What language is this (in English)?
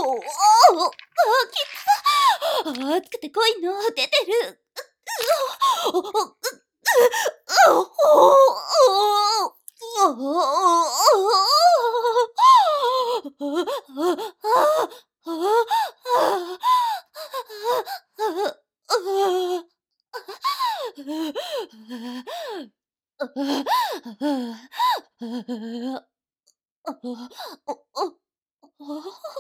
Japanese